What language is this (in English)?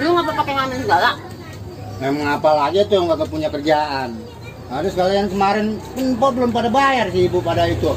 Betawi